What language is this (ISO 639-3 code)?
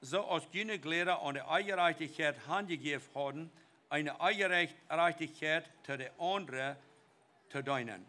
pdt